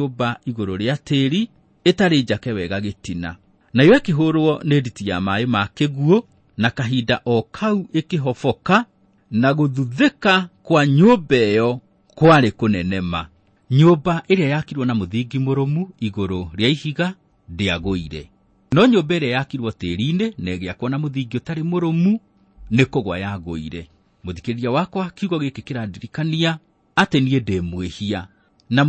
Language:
Kikuyu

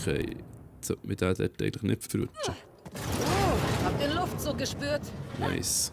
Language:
Swiss German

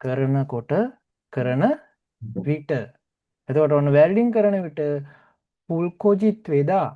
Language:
Sinhala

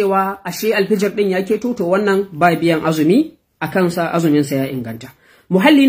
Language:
Hausa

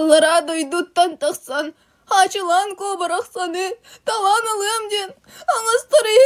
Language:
Yakut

